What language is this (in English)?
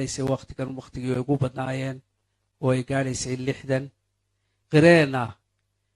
Somali